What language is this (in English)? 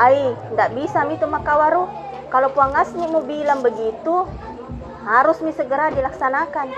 Makassar Malay